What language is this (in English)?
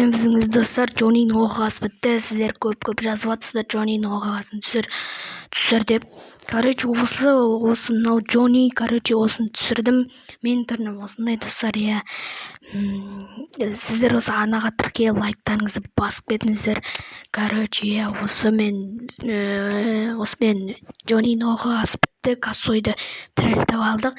Kazakh